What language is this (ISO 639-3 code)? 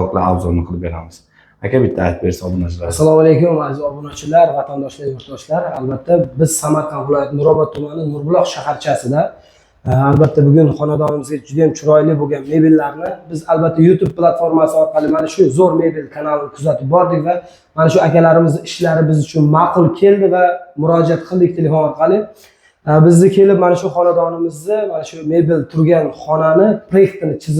uzb